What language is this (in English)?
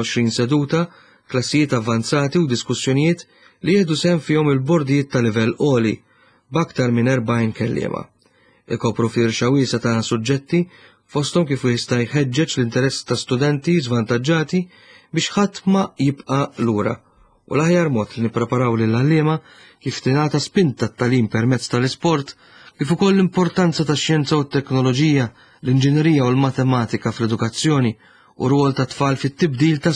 Maltese